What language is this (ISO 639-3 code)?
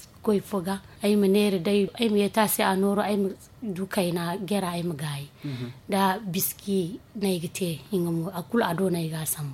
dje